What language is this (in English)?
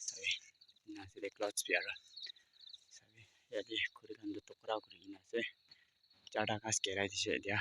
Naga Pidgin